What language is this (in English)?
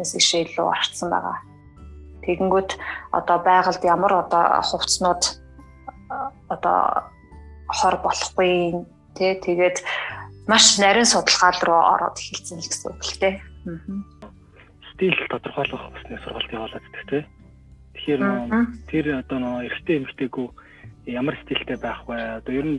Mongolian